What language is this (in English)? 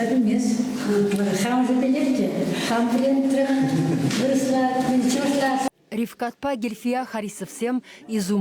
Chuvash